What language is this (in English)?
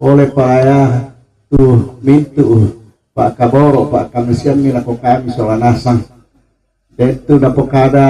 Toraja-Sa'dan